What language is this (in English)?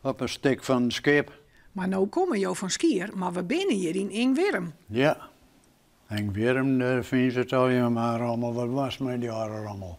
Western Frisian